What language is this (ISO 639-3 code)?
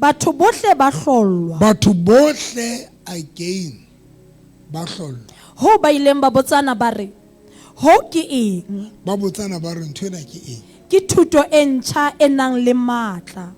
sot